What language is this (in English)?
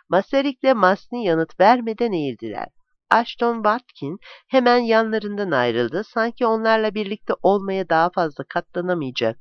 Turkish